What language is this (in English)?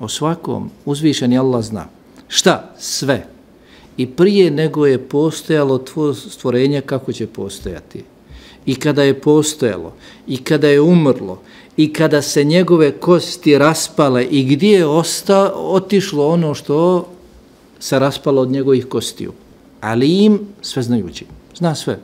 Bosnian